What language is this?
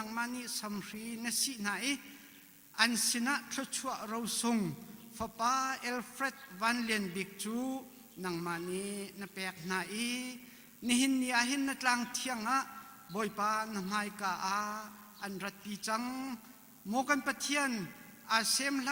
Hakha Chin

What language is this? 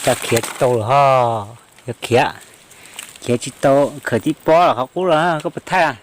Hmong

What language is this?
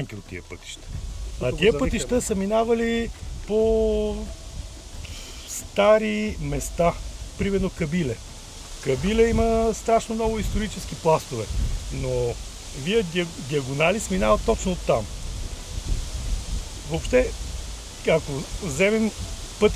Bulgarian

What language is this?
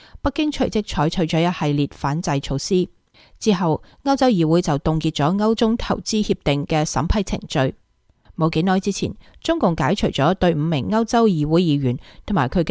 Cantonese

